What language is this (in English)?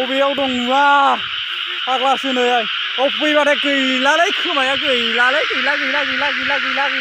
Bodo